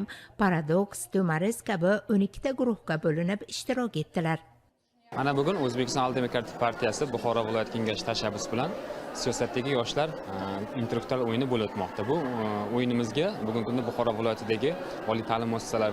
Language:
Uzbek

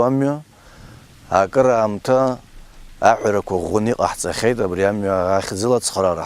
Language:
Abkhazian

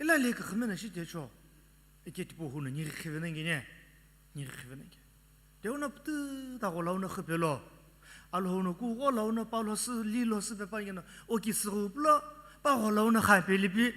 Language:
Sumi Naga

